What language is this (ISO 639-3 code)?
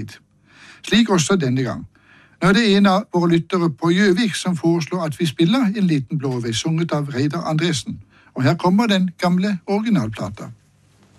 nor